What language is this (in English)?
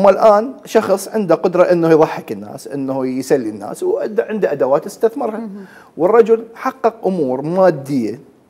Mesopotamian Arabic